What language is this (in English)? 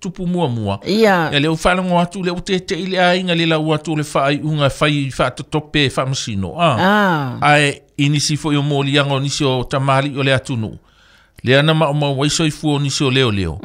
Samoan